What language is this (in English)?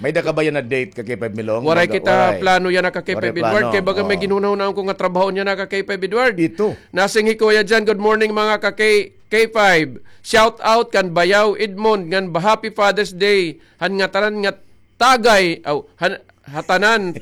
Waray